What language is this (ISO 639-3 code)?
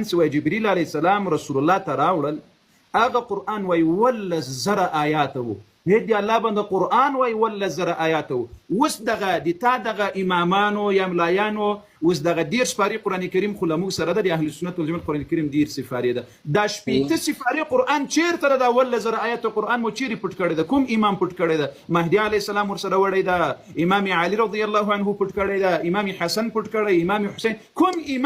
pus